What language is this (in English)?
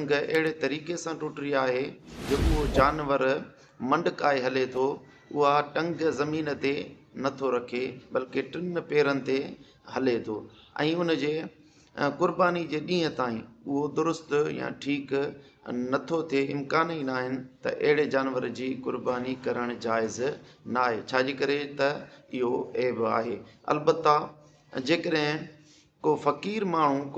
Sindhi